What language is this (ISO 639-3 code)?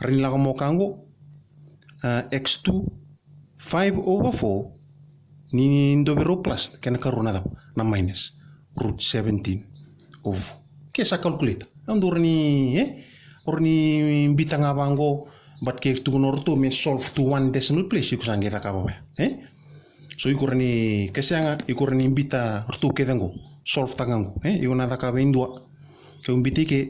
fij